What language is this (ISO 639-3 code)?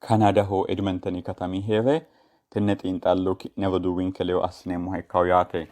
sid